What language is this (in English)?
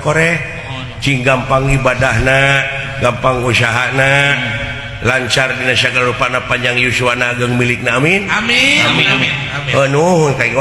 Sundanese